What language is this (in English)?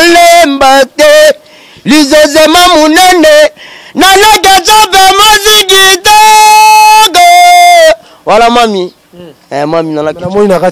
Lingala